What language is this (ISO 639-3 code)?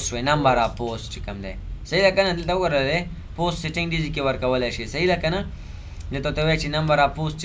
pus